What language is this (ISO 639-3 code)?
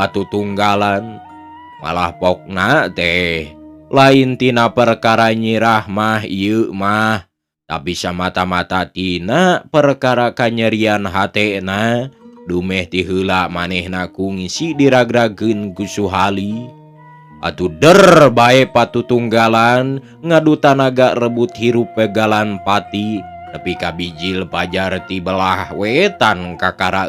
sun